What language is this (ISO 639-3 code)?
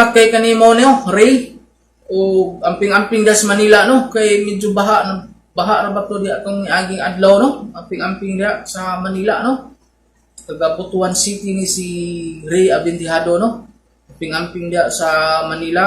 ceb